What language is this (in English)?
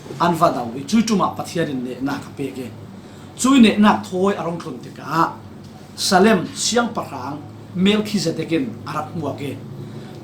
Falam Chin